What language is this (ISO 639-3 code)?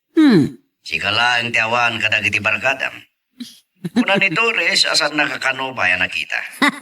ilo